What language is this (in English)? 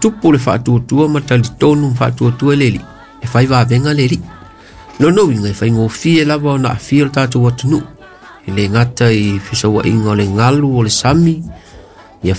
Samoan